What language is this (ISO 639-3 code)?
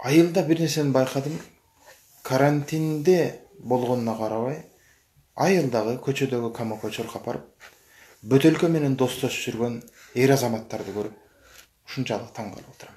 kir